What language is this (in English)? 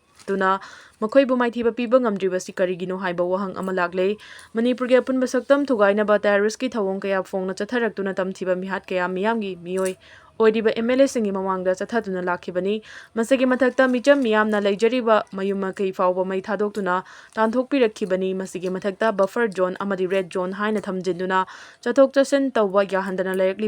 Manipuri